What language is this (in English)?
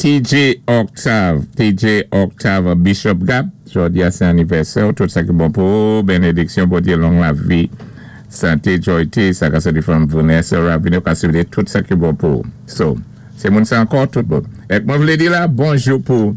Saint Lucian Creole French